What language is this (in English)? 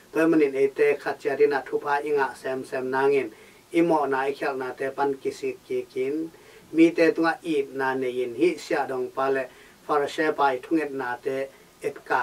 Tedim Chin